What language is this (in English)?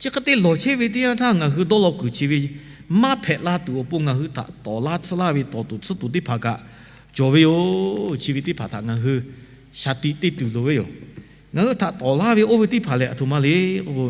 Lahu